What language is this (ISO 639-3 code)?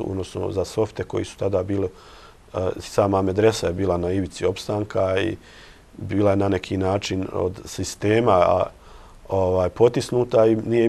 bos